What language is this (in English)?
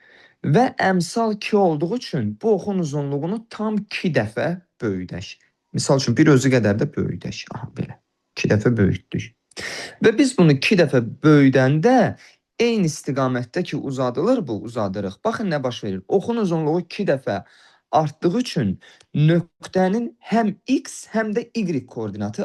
Azerbaijani